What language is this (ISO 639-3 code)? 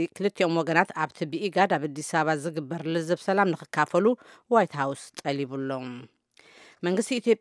tir